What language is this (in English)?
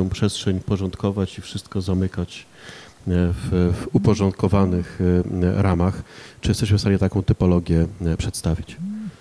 Polish